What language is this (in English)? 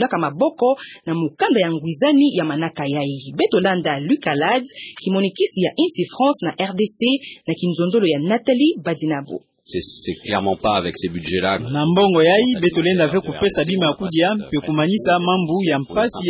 Kituba (Democratic Republic of Congo)